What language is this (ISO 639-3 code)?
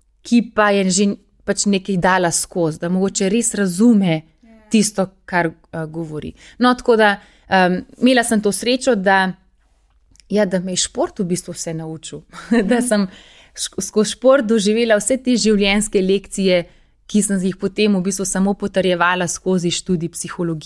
slv